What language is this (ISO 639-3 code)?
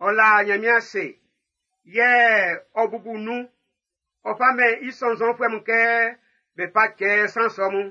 bci